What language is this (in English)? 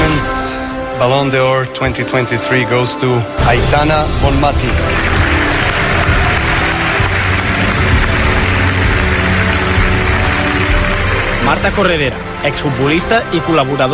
Catalan